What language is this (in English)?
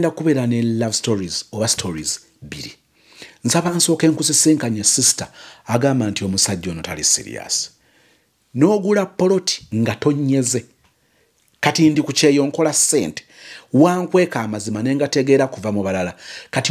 Ganda